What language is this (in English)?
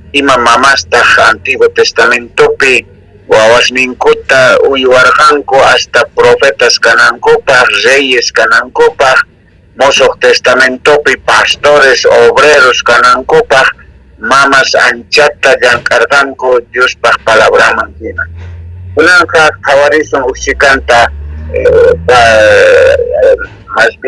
South Bolivian Quechua